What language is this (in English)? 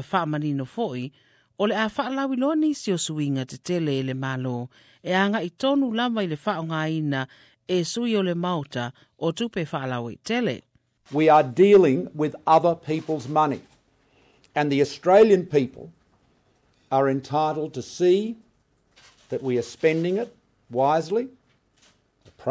Samoan